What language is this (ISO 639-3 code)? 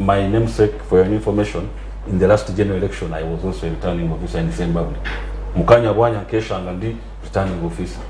nyn